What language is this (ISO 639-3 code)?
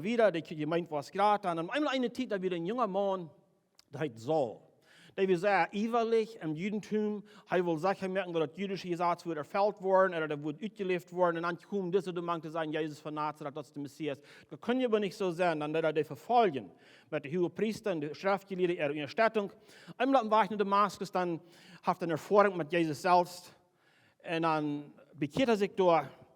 pdt